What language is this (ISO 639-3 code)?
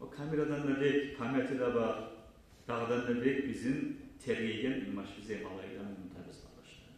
kum